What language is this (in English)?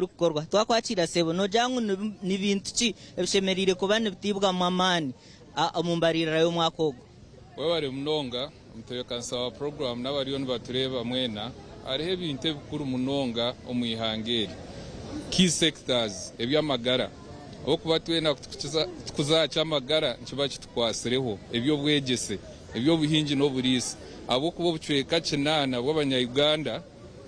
Nyankole